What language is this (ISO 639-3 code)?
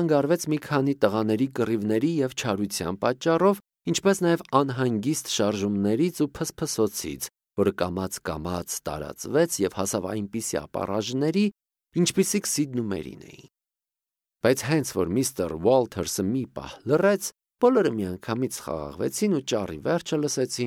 hye